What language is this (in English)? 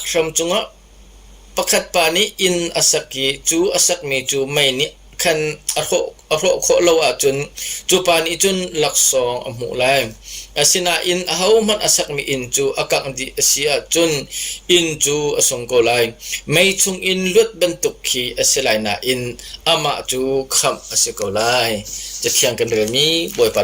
Hakha Chin